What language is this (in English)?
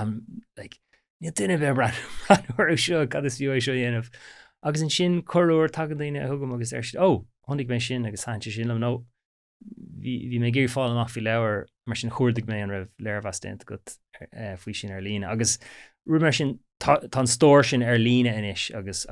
Irish